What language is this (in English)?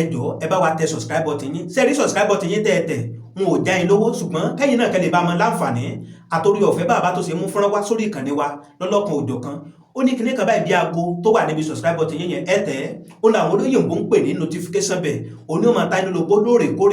Yoruba